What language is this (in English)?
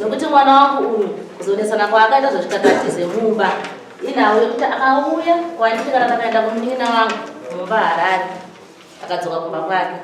Shona